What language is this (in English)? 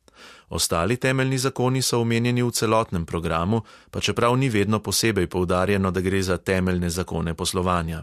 Slovenian